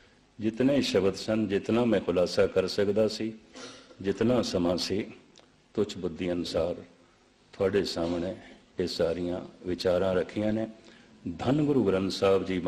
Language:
Punjabi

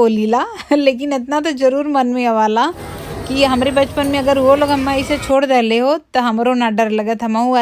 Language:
Bhojpuri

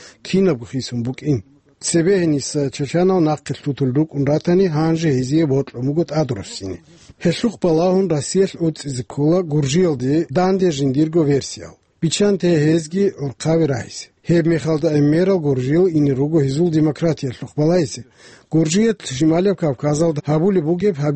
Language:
Avaric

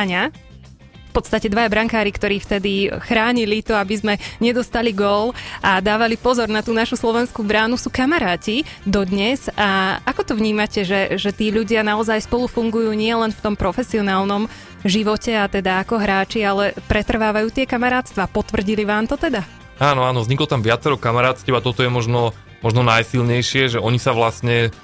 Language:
Slovak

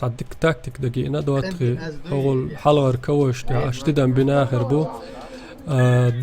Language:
Chechen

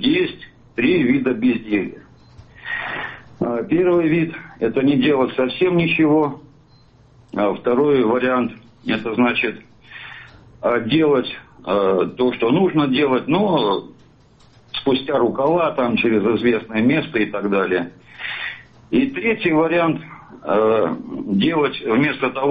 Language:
Russian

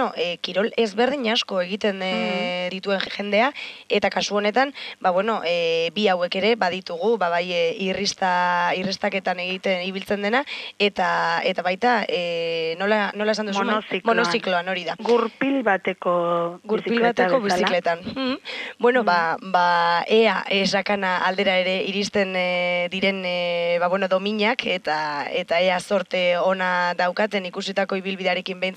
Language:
Basque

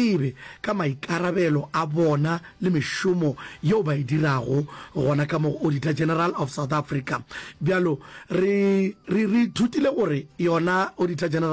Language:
Northern Sotho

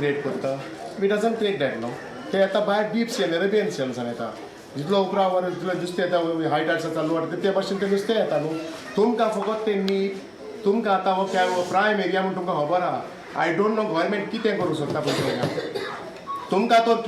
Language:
Konkani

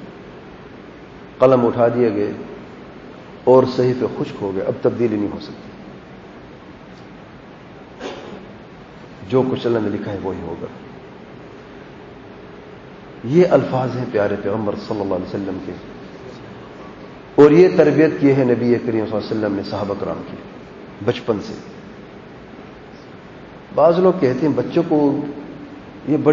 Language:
Urdu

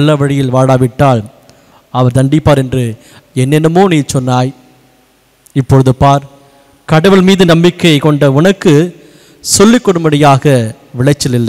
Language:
Tamil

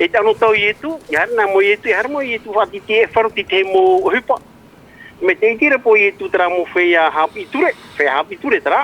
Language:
Tahitian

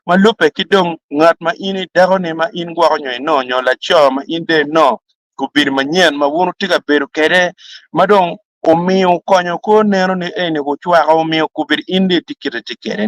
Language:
Acoli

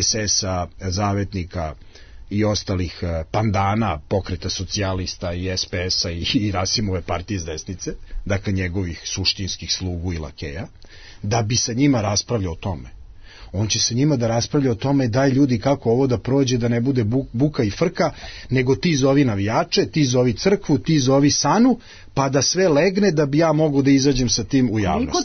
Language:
Serbian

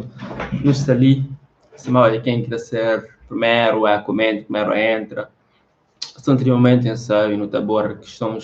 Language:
Kabuverdianu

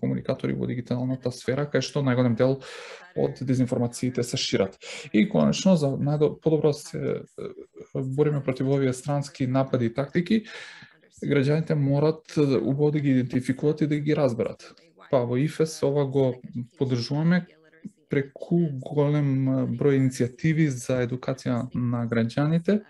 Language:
Macedonian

